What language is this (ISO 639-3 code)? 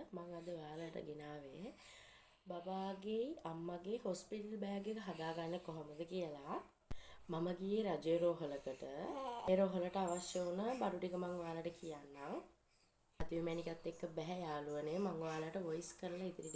sin